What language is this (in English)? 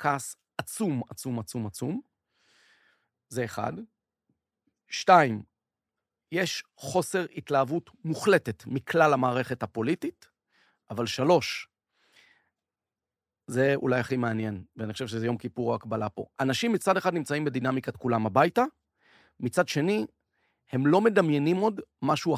Hebrew